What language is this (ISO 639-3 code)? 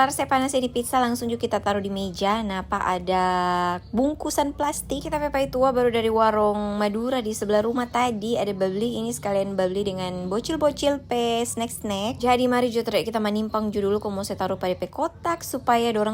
xmm